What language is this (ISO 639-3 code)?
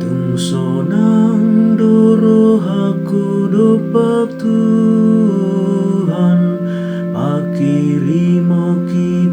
bbc